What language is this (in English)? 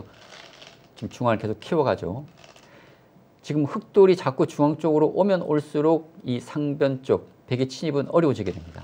Korean